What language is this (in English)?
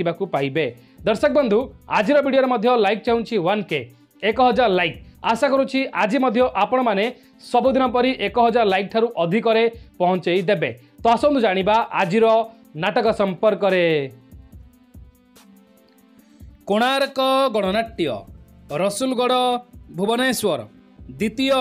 Odia